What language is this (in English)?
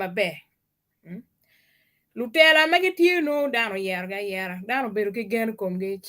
Acoli